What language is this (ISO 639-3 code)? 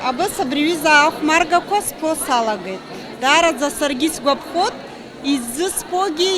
abk